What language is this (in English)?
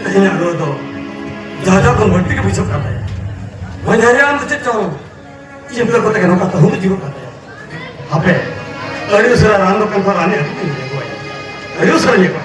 Santali